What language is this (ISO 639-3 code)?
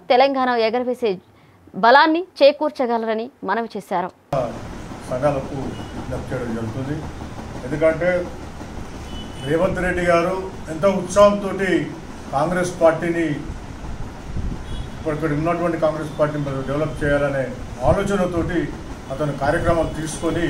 tel